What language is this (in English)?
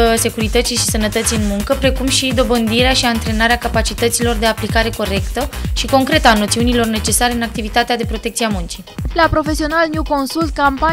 Romanian